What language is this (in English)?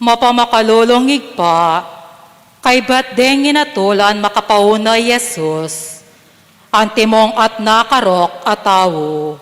Pampanga